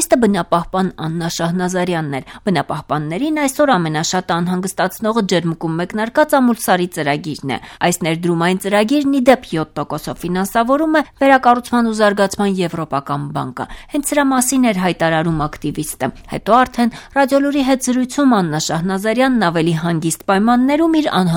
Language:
Armenian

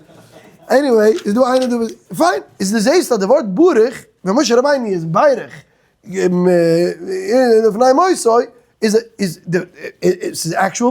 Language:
Yiddish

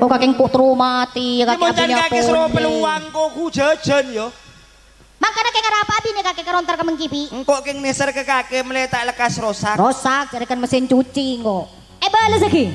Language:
Madurese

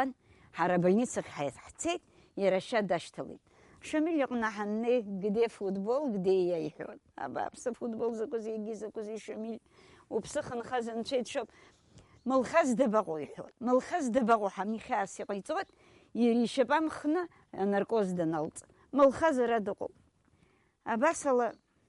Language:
Abkhazian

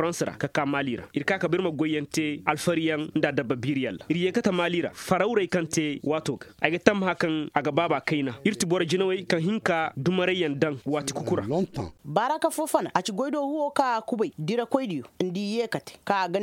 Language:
Koyraboro Senni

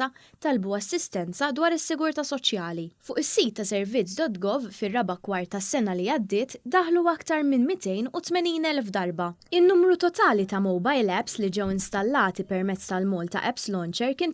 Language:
Maltese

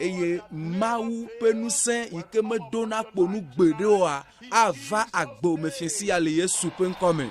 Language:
Ewe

